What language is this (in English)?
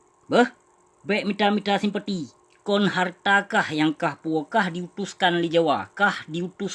Achinese